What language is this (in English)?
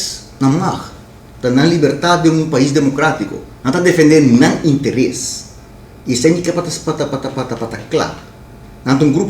Papiamento